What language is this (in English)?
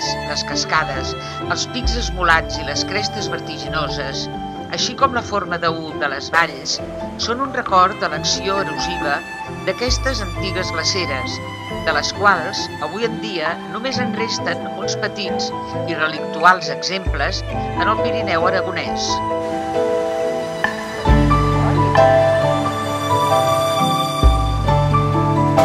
Catalan